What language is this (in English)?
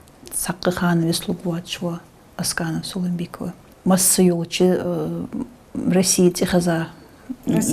Ingush